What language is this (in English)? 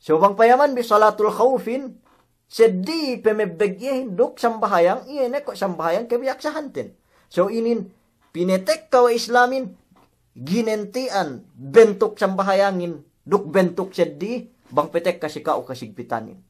Yakan